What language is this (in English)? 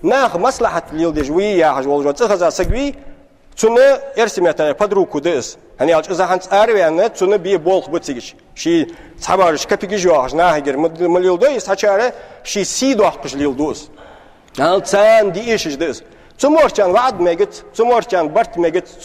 Ingush